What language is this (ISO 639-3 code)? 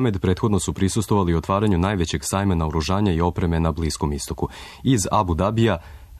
srp